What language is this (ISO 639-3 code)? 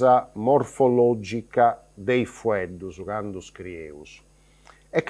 srd